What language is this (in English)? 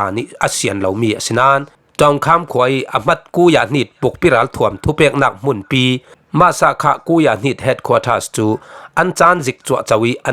Falam Chin